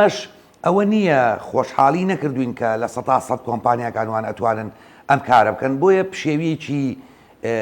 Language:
Central Kurdish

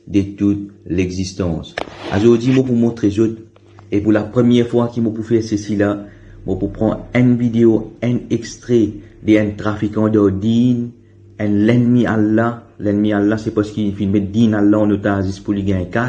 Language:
Morisyen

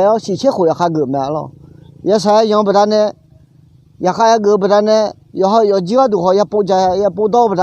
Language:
Akha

